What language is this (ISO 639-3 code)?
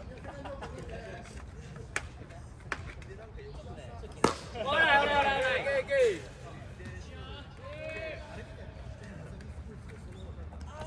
jpn